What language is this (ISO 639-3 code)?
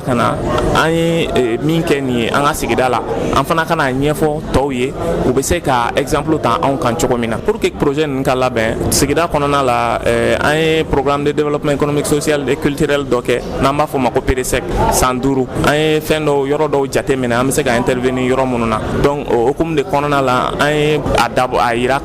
bam